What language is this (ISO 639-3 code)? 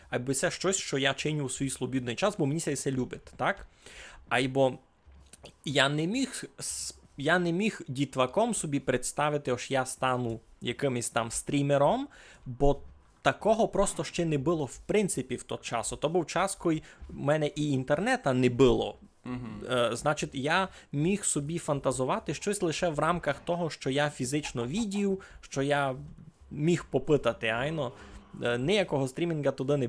rue